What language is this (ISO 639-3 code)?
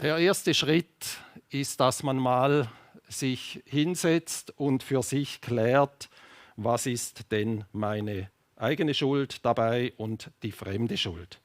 gsw